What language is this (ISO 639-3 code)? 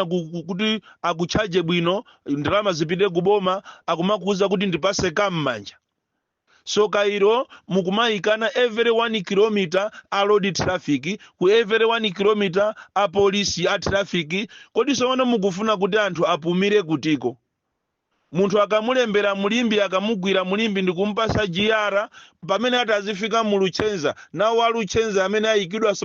nya